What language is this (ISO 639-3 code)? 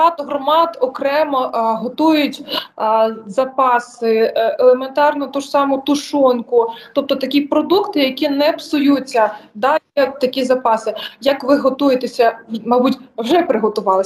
ukr